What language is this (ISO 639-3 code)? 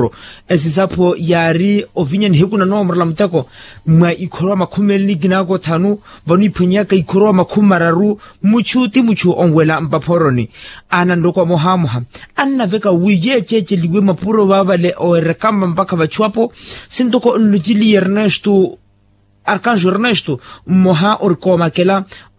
vmw